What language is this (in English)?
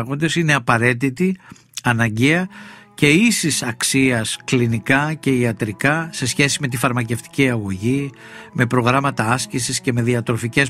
Greek